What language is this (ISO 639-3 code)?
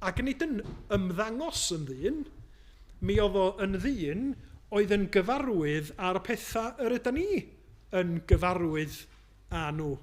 cym